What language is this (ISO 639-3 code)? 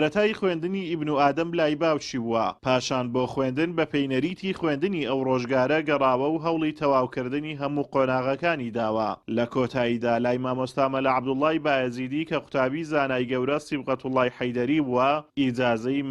ckb